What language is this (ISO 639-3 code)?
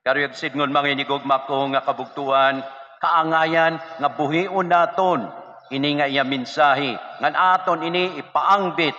war